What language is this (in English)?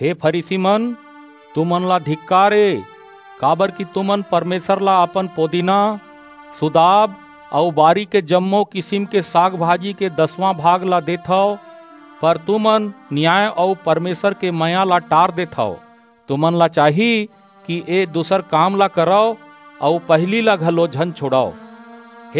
Chhattisgarhi